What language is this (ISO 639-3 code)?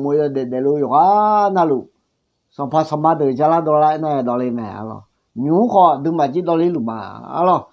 ahk